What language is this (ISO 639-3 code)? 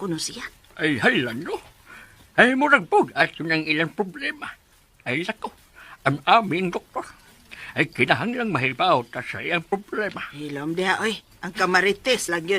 ceb